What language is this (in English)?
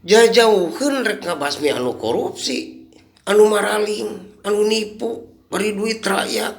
Sundanese